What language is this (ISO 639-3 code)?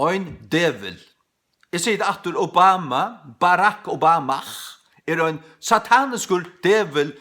fao